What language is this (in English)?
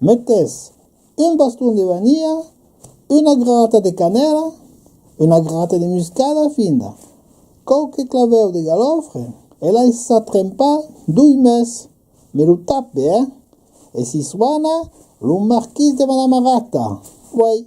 Occitan